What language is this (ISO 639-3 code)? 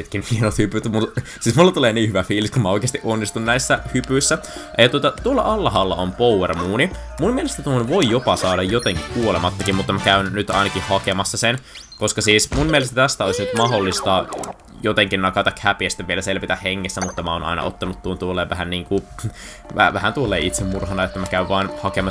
fin